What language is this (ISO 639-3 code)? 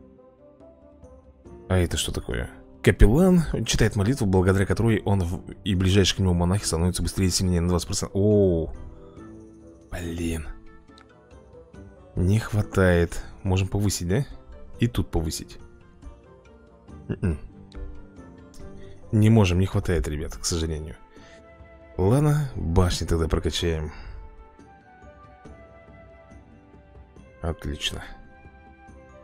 rus